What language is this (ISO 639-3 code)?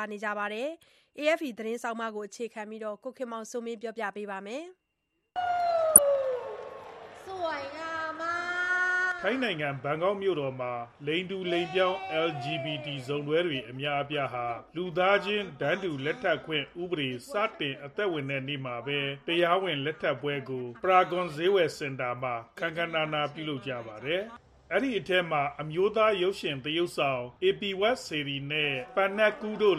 mya